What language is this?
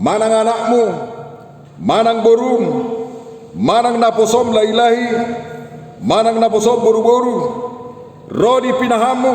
Batak Toba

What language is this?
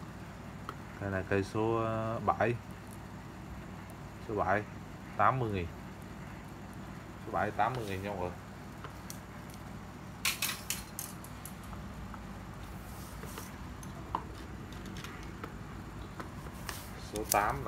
Vietnamese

